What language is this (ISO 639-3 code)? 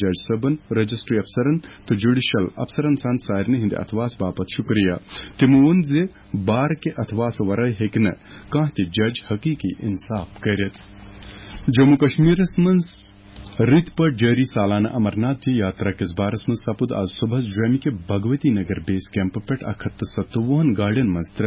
kas